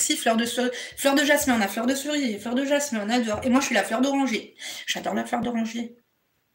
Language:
French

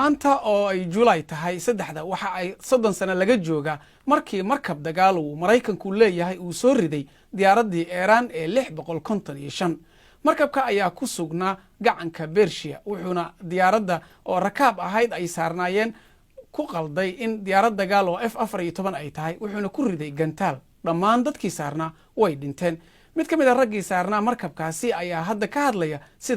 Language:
Somali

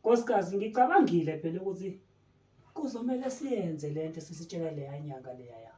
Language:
Zulu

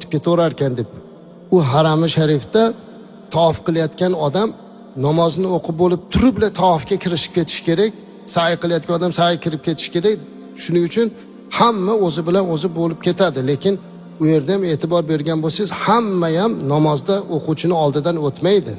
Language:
Uzbek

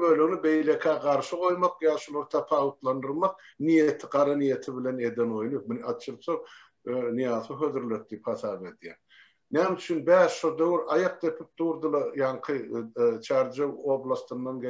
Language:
Turkmen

